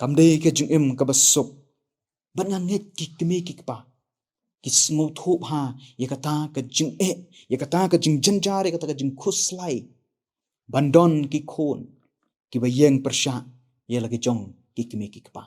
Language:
Khasi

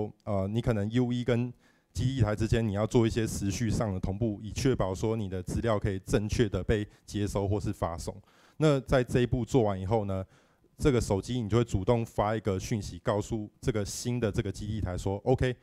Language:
Chinese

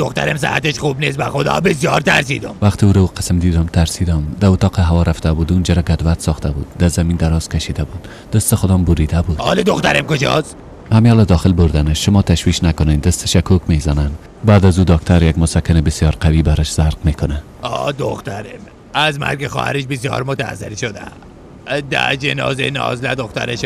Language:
Persian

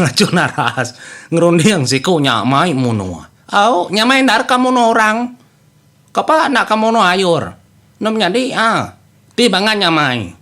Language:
Iban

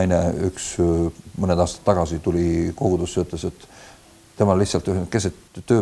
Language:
Estonian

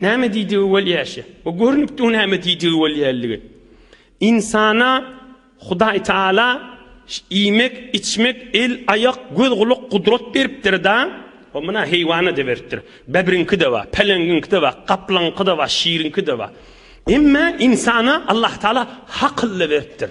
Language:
Turkmen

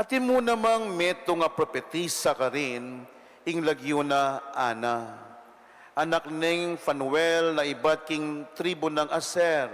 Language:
Pampanga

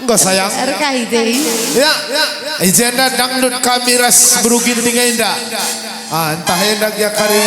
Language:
Batak Karo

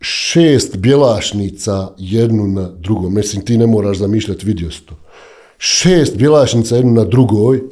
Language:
Bosnian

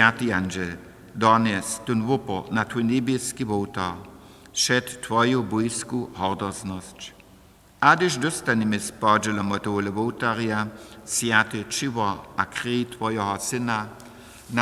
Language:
Upper Sorbian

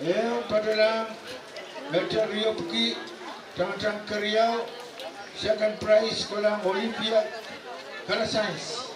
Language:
Pohnpeian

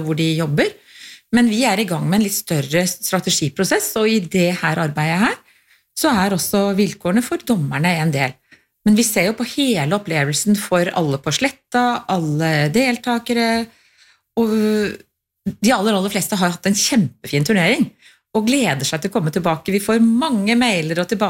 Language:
Norwegian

